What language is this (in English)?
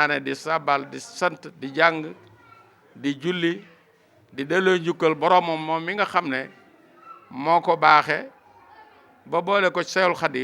Wolof